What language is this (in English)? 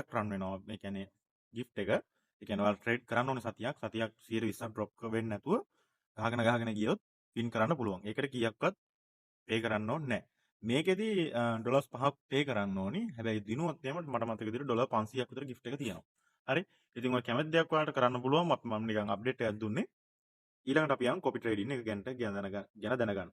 Sinhala